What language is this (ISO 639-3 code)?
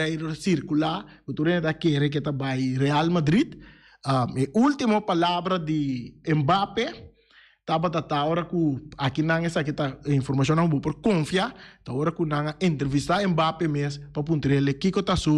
pap